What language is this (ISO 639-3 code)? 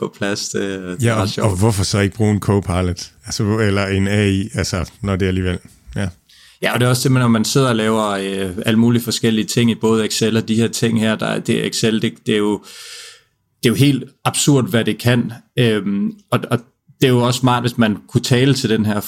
dan